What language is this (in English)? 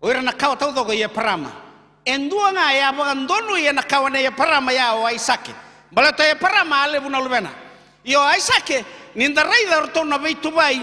Fijian